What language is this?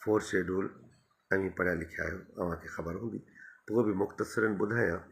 Sindhi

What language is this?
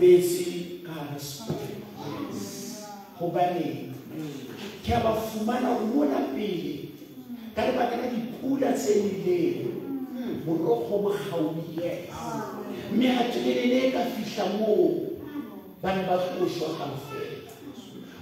Southern Sotho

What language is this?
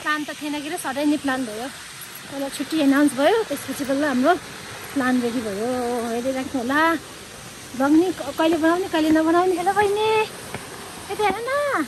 Nepali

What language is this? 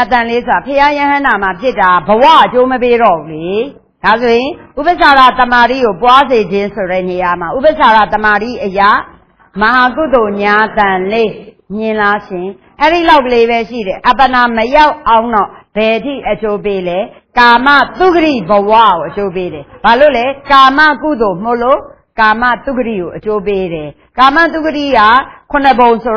Burmese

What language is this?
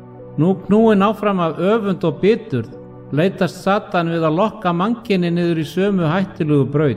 Icelandic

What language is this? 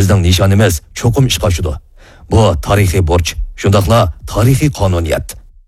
Uyghur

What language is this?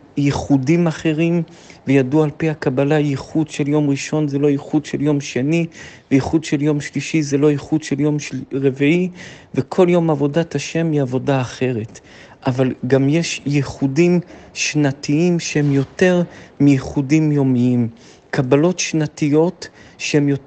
Hebrew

